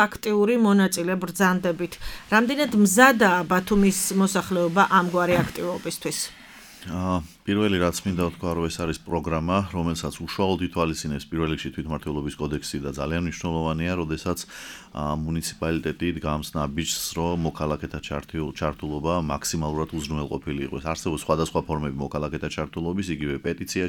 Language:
Georgian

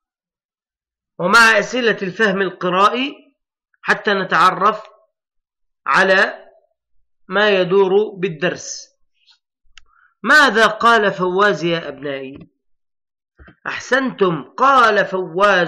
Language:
Arabic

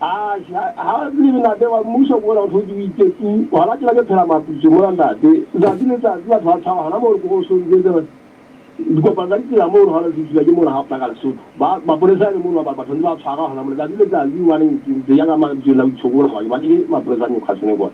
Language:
Southern Sotho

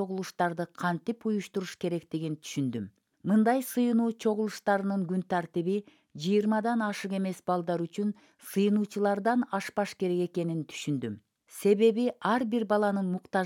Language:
Kyrgyz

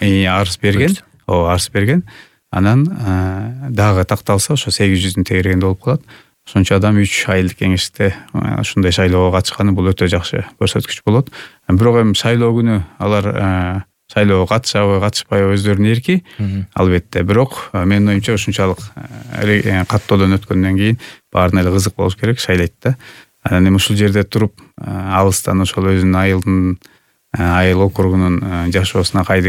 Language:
Kyrgyz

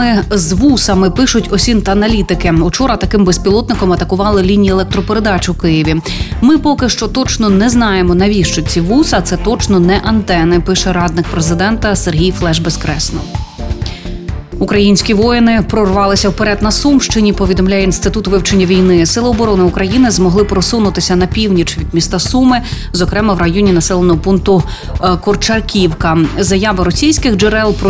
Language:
Ukrainian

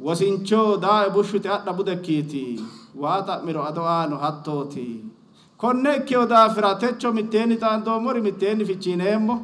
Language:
Sidamo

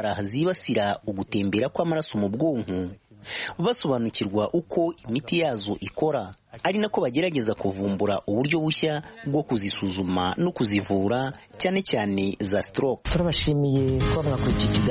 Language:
Kinyarwanda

